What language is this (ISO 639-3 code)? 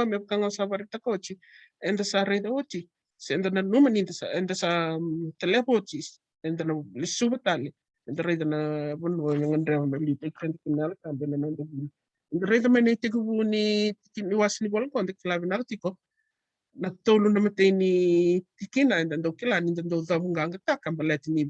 fij